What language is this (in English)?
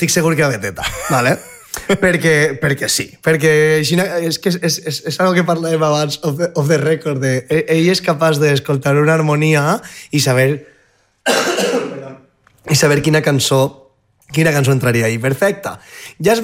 Catalan